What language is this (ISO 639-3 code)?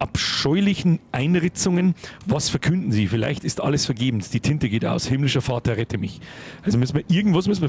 bar